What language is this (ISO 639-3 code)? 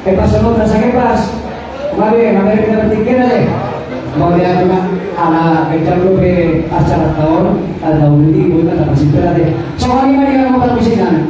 bbc